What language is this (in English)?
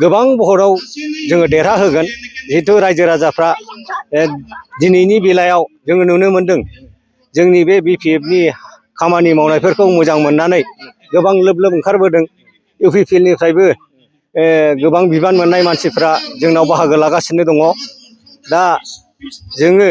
Bodo